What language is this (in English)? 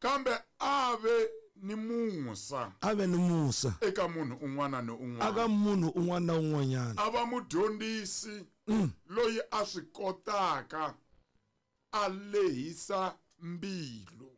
Tsonga